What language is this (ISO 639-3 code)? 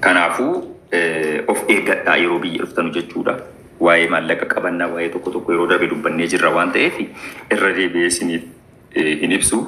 orm